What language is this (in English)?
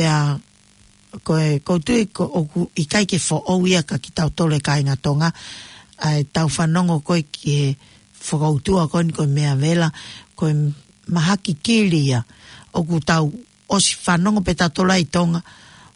Tongan